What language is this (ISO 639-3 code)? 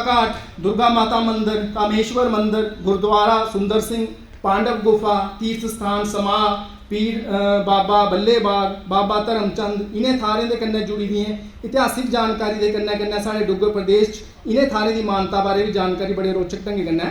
doi